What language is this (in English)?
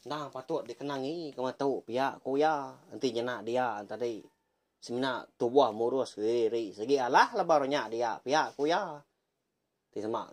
Iban